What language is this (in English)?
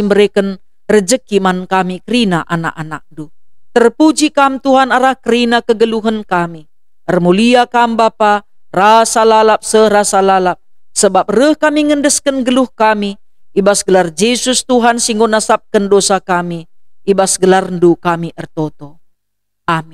Batak Karo